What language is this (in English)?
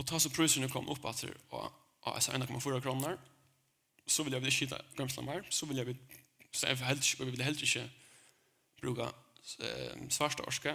Faroese